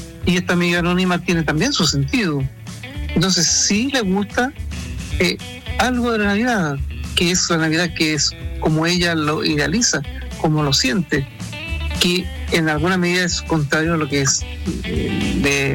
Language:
Spanish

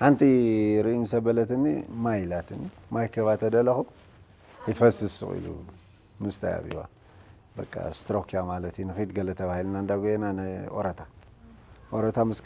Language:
Tigrinya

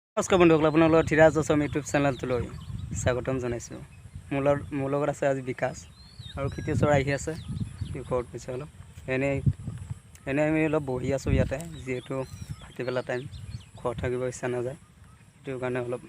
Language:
Assamese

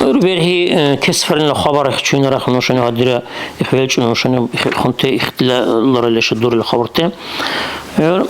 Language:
Dargwa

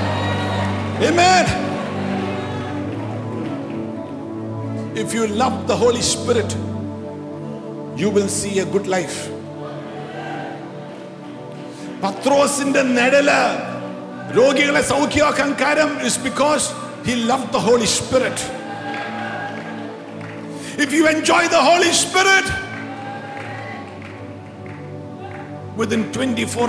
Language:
Malayalam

